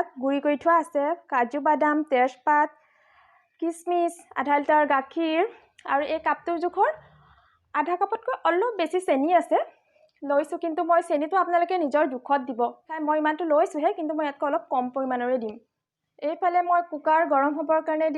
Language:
Assamese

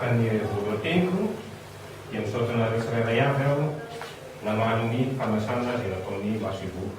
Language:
Malagasy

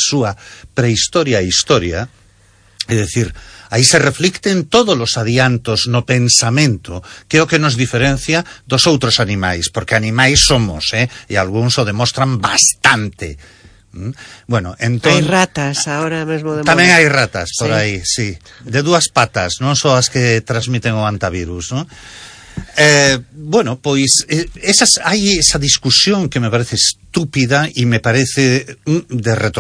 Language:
Galician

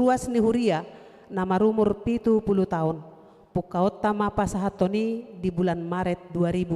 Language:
Batak Toba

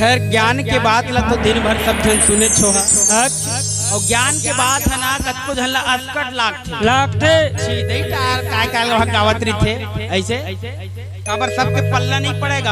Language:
Chhattisgarhi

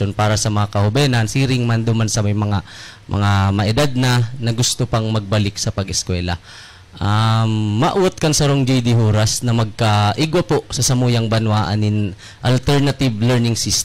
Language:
Bikol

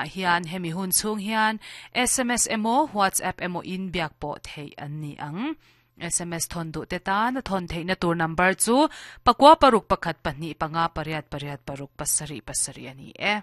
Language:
Mizo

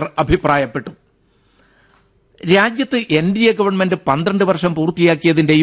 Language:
Malayalam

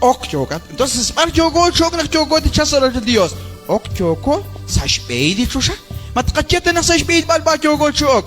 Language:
Kekchí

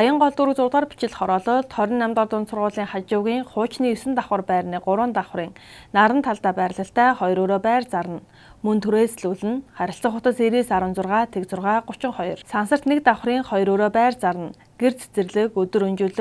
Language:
Mongolian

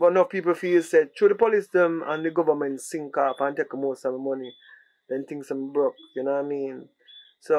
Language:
Jamaican Creole English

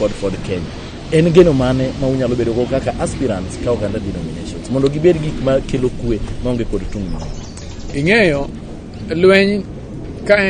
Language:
Luo (Kenya and Tanzania)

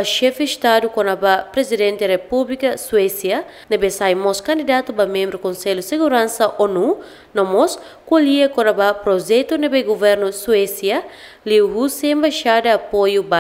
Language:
Tetum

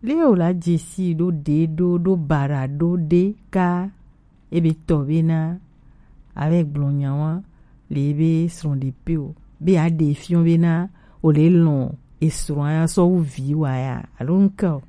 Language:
Gen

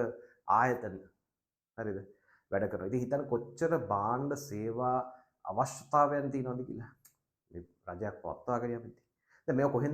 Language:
Sinhala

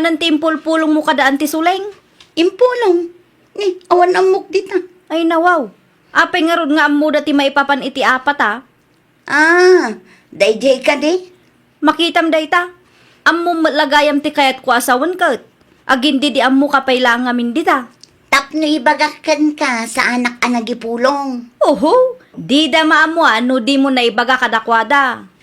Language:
Iloko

